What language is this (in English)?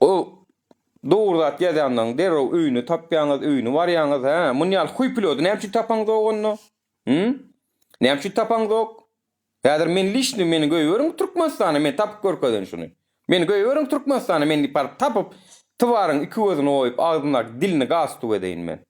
Turkmen